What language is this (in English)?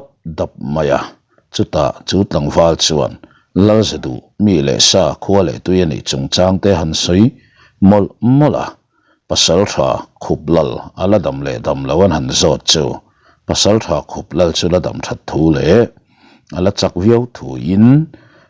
Mizo